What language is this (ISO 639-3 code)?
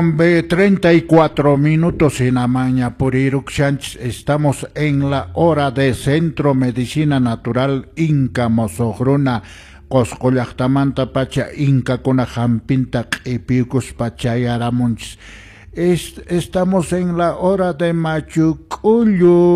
que